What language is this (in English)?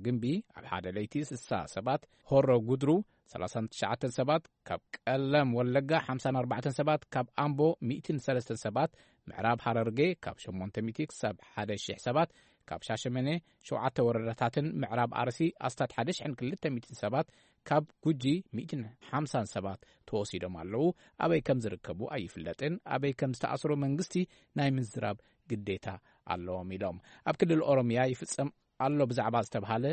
Tigrinya